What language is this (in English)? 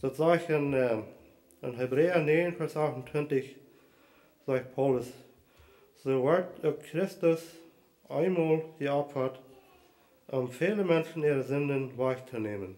Plautdietsch